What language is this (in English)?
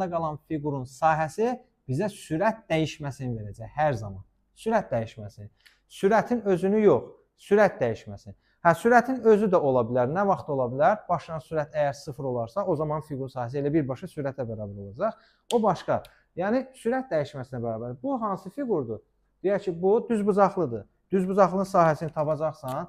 Azerbaijani